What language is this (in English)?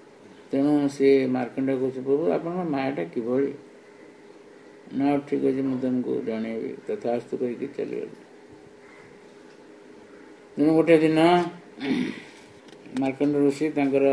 Odia